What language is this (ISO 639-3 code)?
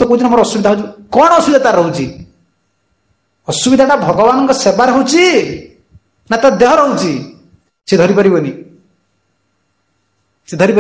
ori